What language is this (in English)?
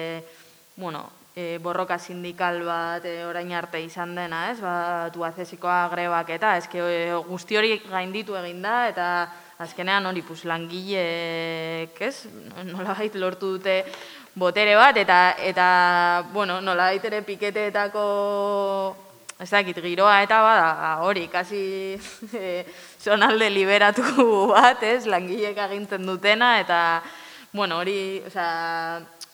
Basque